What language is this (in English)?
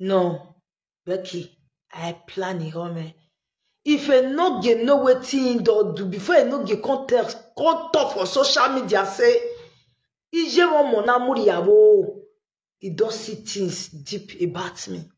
Nigerian Pidgin